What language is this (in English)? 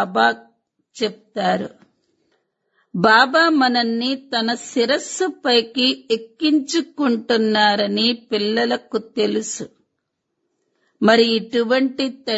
Telugu